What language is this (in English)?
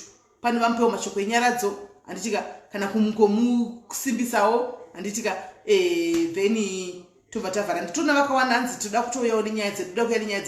Shona